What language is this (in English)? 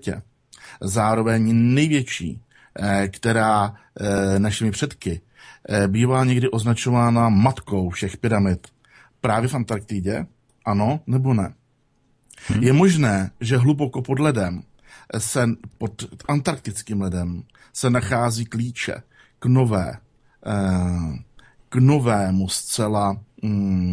Czech